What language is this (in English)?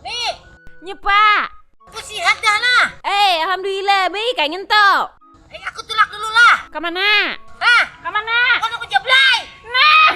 Banjar